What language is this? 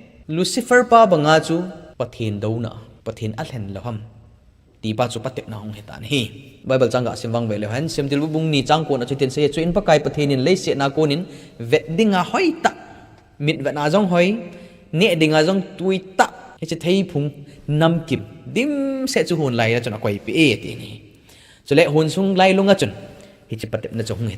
Thado Chin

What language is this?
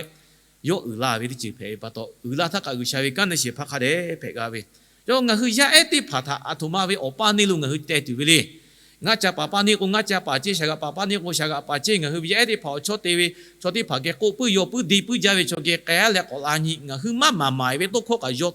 Lahu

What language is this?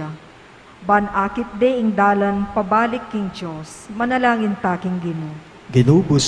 Pampanga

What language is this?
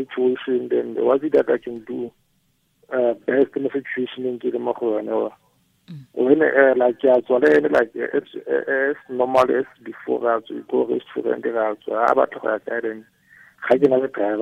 Tswana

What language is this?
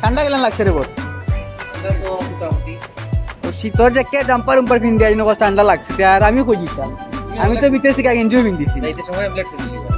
Sylheti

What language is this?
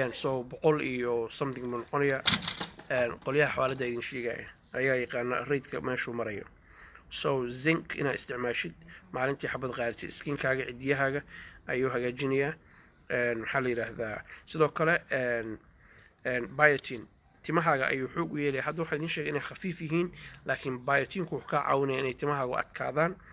Somali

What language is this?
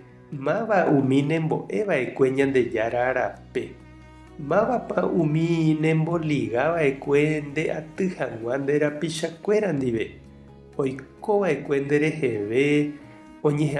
Guarani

